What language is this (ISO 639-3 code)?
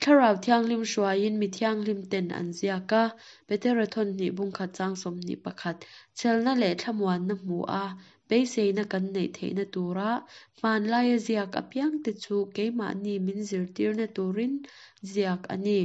lus